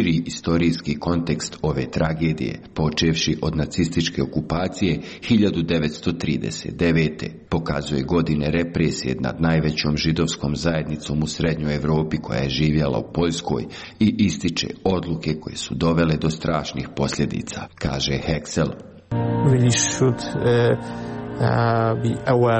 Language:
Croatian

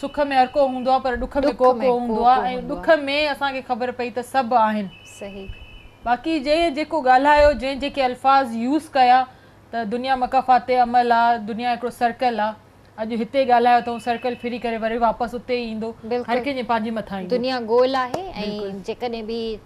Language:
Sindhi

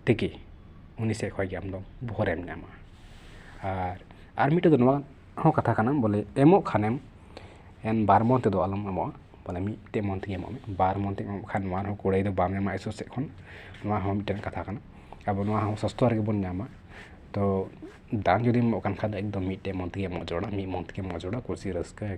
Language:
Santali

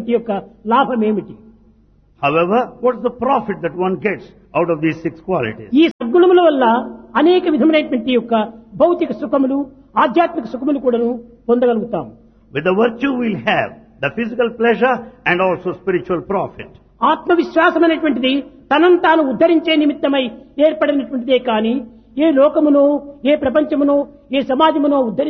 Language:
Telugu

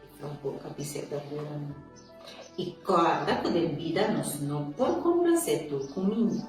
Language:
Papiamento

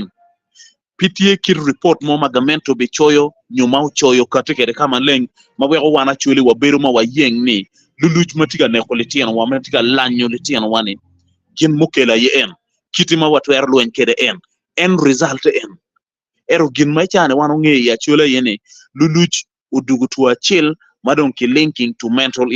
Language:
Acoli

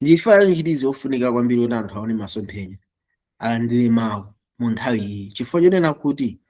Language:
Nyanja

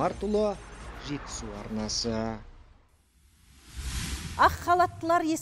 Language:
Kazakh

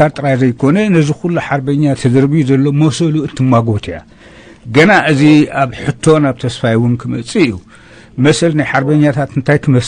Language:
Tigrinya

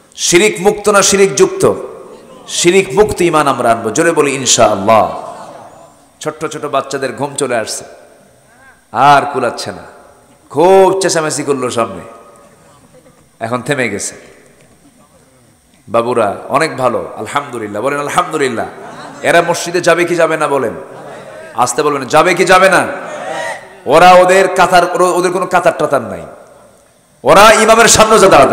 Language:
Bangla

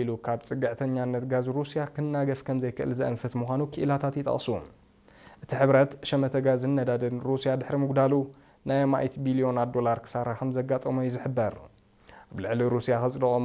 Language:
Tigrinya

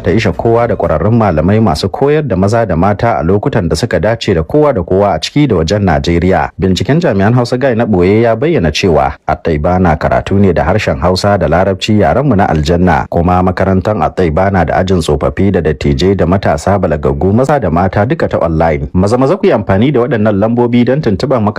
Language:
Hausa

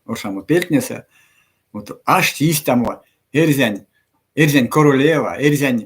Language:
Erzya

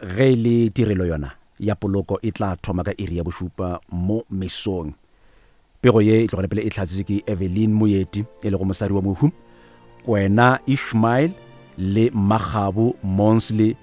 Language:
Northern Sotho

